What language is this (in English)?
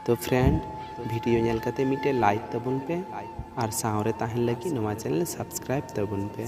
Santali